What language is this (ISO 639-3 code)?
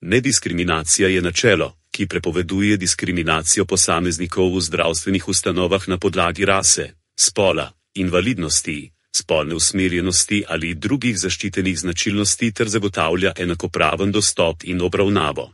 slv